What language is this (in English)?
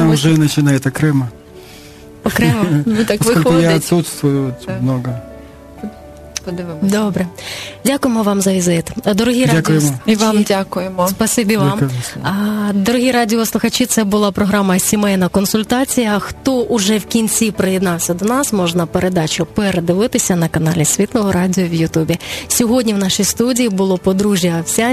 Ukrainian